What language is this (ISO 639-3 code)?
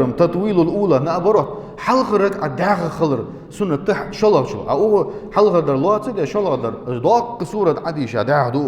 inh